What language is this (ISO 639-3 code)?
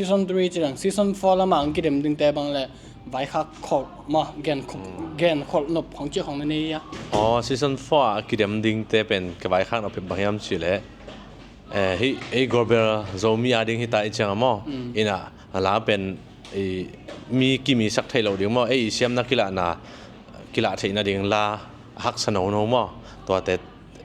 ctd